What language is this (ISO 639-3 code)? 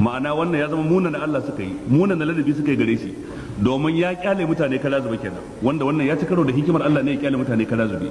hau